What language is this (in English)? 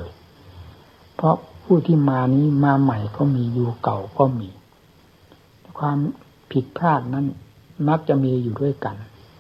Thai